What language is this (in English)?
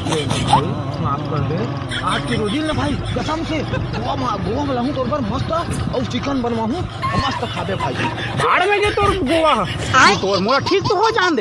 Chhattisgarhi